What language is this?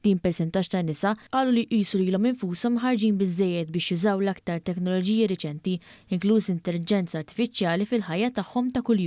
Maltese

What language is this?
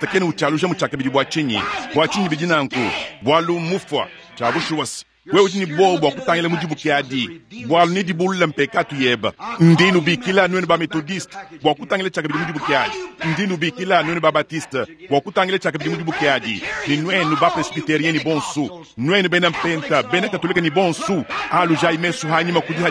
Luba-Lulua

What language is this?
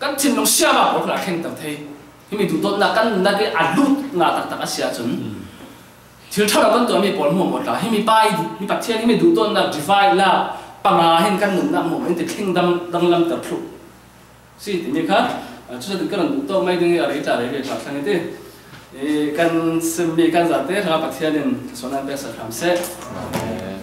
Falam Chin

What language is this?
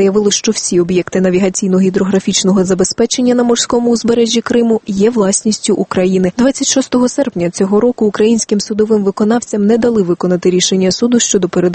Ukrainian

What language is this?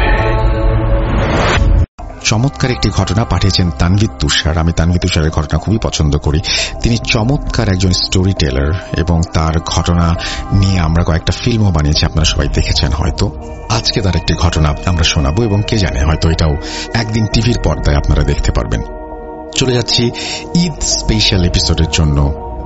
Bangla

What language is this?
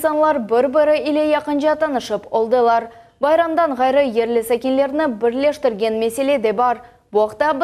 Crimean Tatar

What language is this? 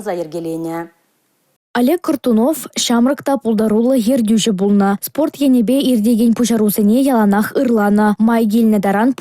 Chuvash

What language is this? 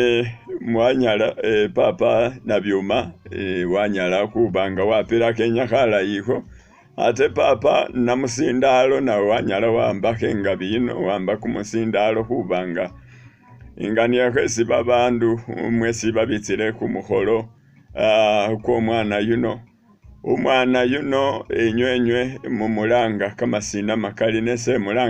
Masaaba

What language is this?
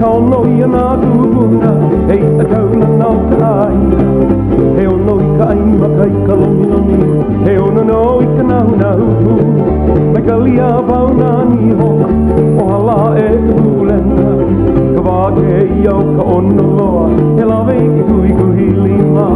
Hawaiian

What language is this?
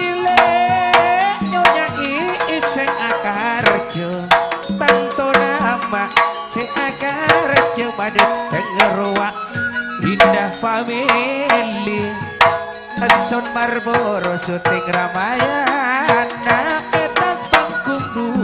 Madurese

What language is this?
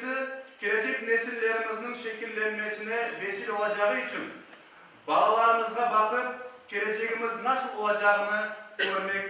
Crimean Tatar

